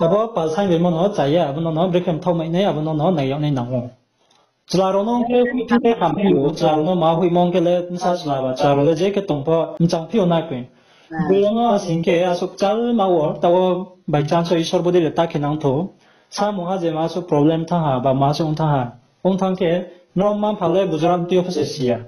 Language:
Riang (India)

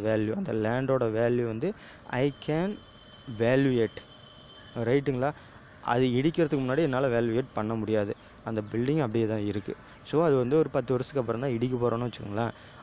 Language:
Tamil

